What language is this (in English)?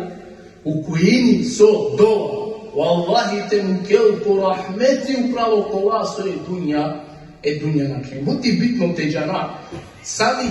Balkan Romani